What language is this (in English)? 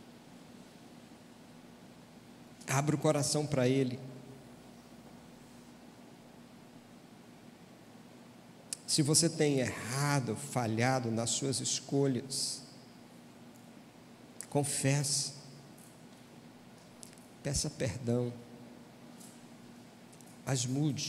Portuguese